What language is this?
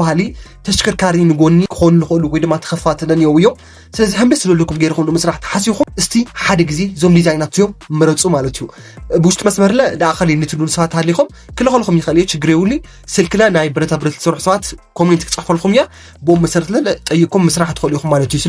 Tigrinya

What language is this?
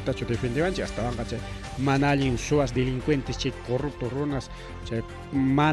Ayacucho Quechua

